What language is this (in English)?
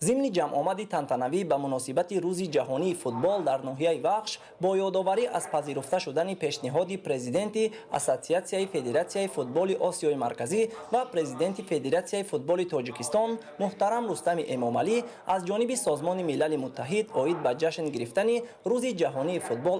Tajik